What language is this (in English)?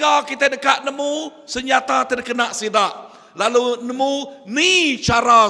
Iban